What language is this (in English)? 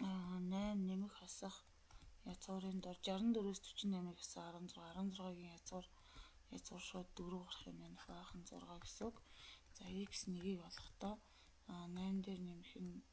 Mongolian